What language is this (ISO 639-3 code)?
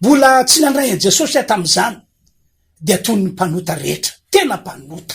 mlg